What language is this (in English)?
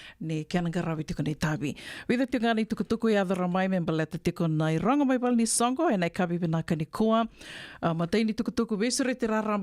Fijian